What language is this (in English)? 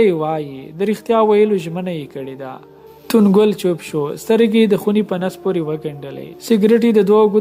Pashto